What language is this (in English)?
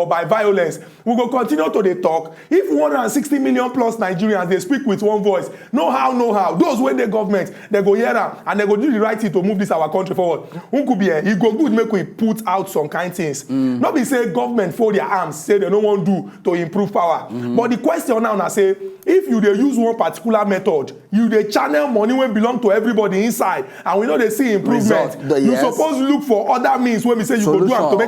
Nigerian Pidgin